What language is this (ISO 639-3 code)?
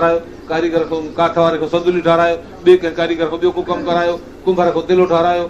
snd